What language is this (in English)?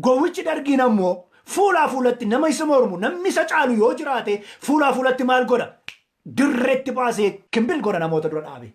Oromo